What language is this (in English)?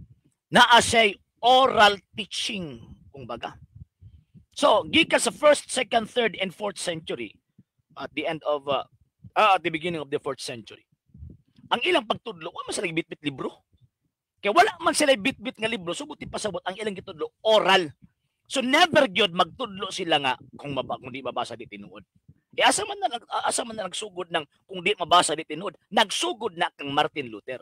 Cebuano